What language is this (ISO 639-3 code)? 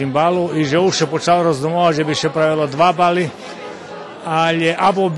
rue